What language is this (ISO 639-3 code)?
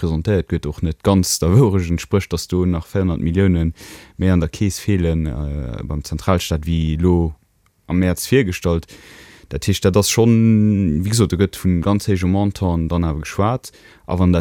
ltz